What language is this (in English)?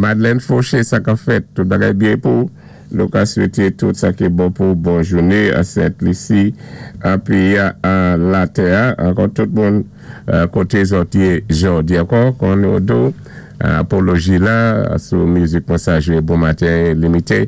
Saint Lucian Creole French